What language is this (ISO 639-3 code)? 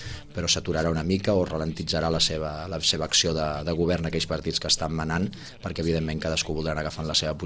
cat